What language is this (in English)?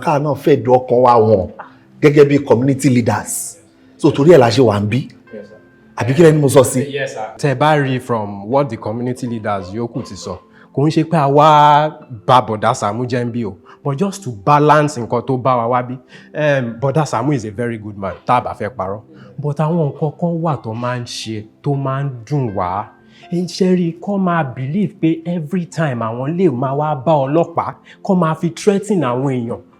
Yoruba